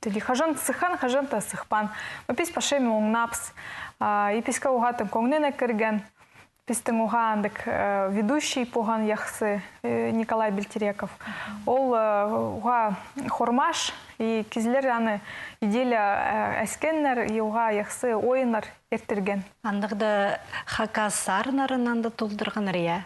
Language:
Khakas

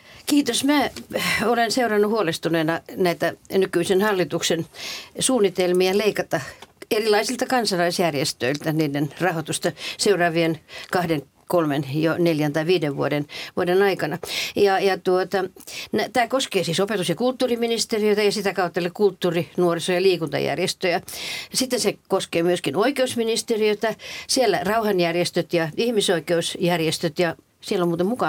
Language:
Finnish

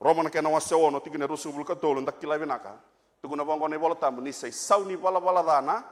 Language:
Fijian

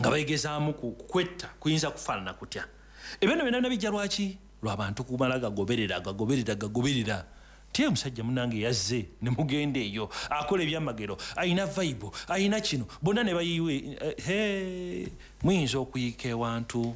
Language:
Ganda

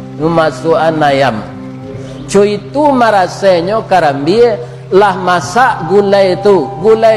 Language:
Minangkabau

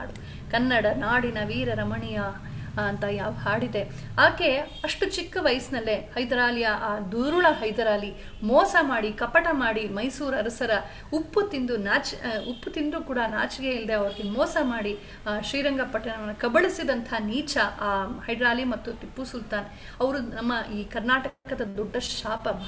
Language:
Kannada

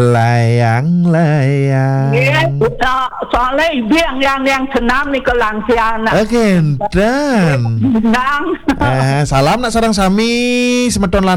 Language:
Balinese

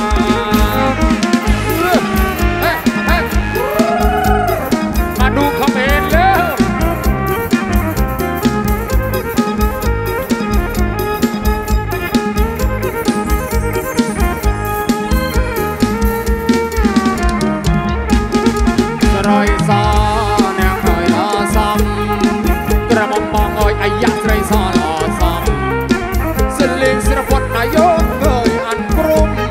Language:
Thai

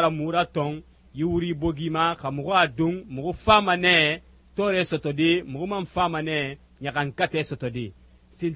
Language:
Susu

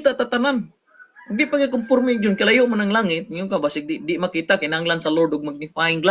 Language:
Cebuano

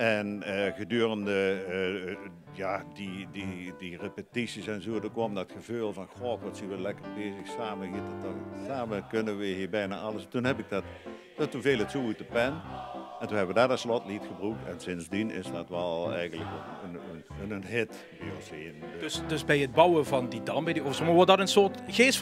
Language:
Limburgish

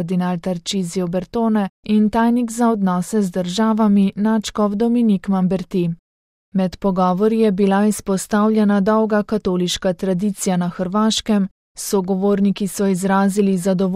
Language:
Slovenian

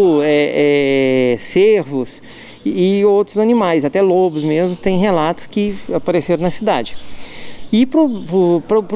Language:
Portuguese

